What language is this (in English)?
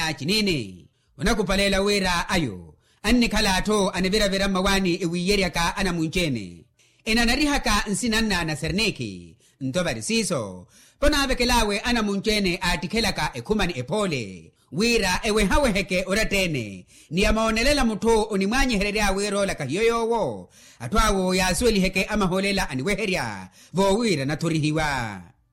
Makhuwa